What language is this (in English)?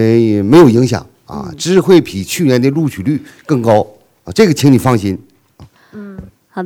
Chinese